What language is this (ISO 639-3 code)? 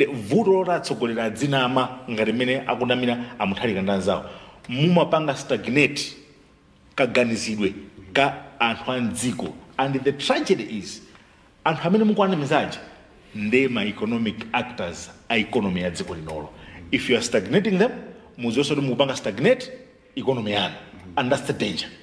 nya